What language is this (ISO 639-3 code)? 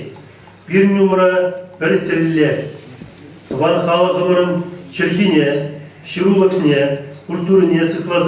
chv